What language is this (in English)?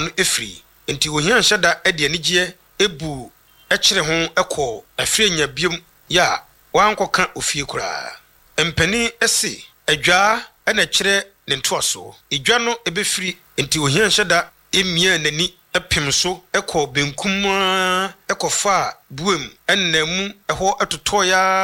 Akan